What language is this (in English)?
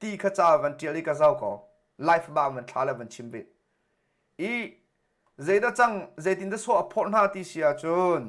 Hakha Chin